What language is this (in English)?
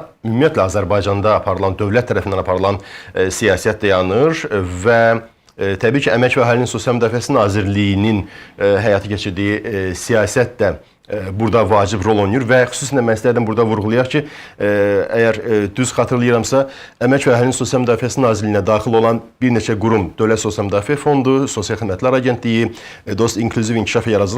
Azerbaijani